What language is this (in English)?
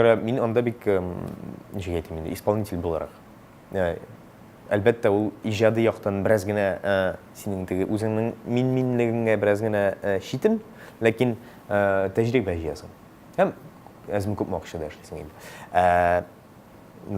Tatar